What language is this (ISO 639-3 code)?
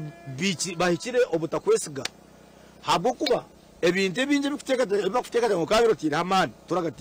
nyn